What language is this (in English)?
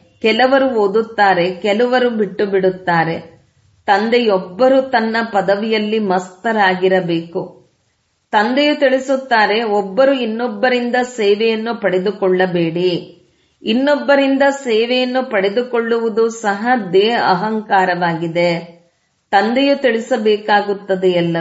Kannada